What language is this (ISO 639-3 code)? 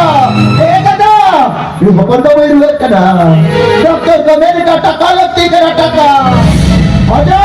sat